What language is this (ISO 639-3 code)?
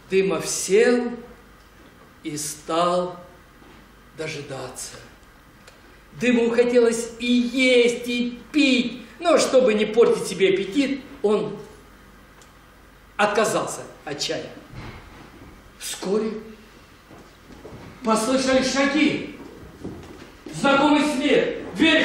rus